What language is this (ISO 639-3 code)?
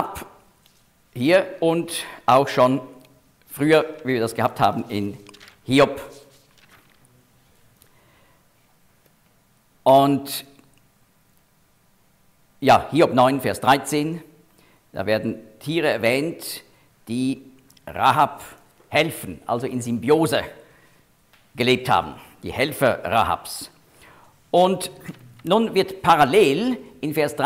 deu